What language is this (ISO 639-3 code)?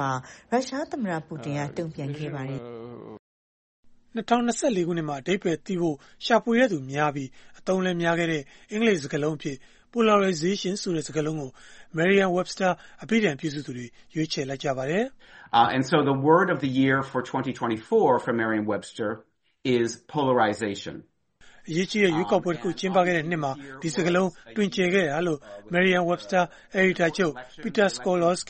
mya